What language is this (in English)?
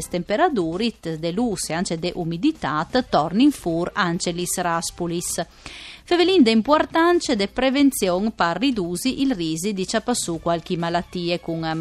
Friulian